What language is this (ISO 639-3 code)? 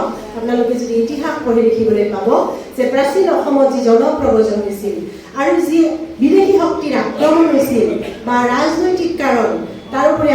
asm